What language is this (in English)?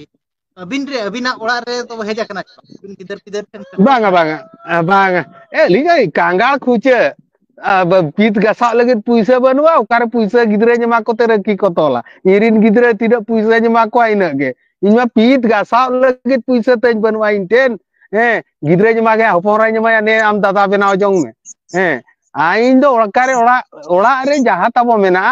Santali